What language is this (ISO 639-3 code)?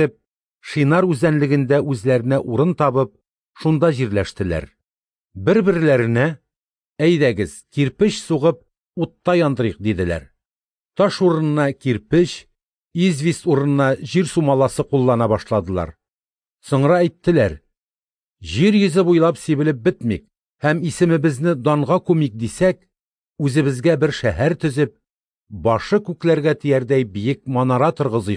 tat